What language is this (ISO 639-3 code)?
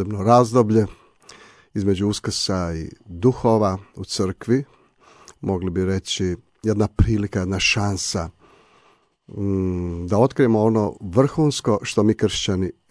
hrv